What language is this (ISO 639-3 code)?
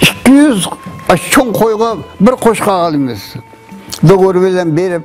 uig